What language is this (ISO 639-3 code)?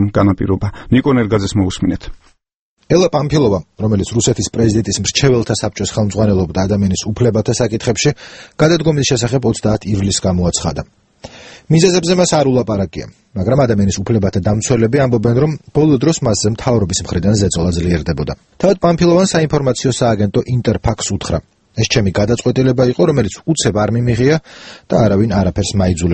kat